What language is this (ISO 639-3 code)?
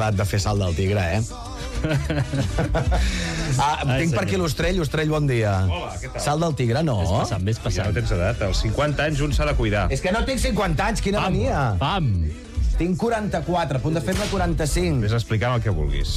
cat